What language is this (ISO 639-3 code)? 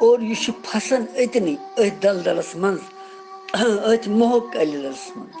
kas